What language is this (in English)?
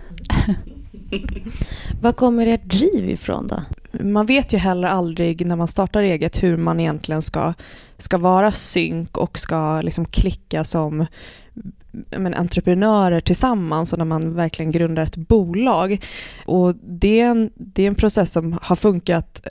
Swedish